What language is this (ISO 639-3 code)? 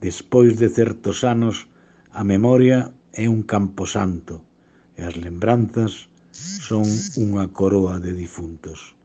glg